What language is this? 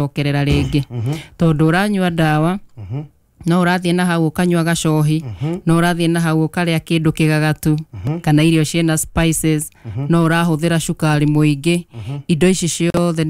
Kikuyu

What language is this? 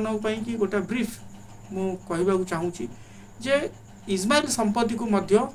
Odia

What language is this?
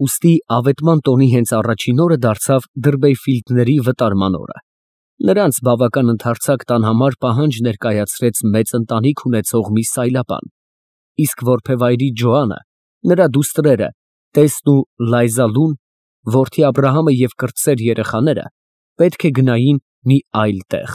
Armenian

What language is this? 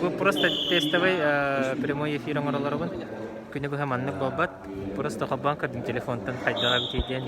Yakut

